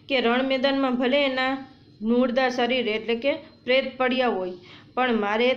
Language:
Gujarati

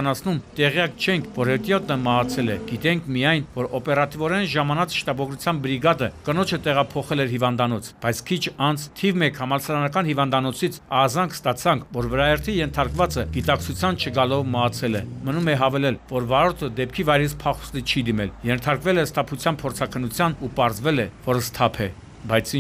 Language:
Armenian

